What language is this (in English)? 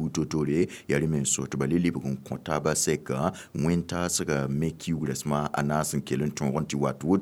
Mossi